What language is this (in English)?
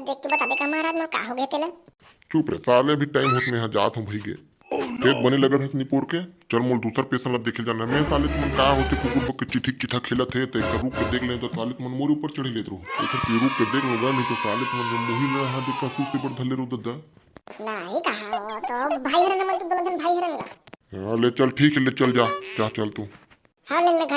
Chhattisgarhi